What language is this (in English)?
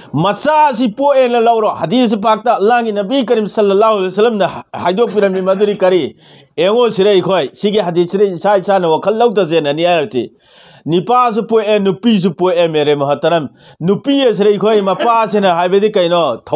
Manipuri